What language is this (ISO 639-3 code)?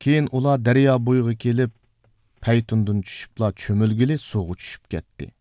uig